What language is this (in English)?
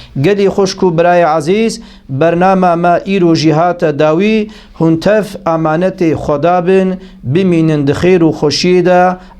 Kurdish